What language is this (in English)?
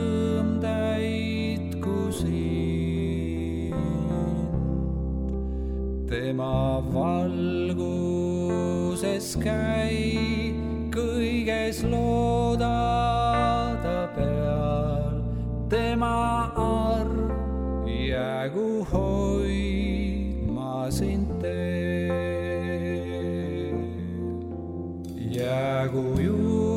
Estonian